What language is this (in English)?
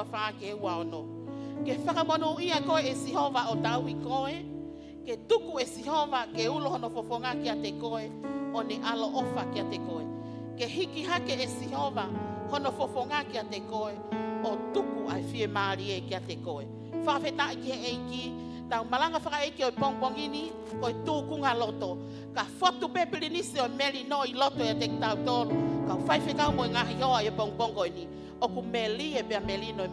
Tongan